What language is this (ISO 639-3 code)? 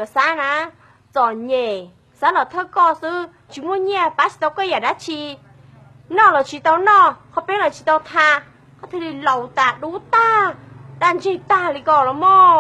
hmn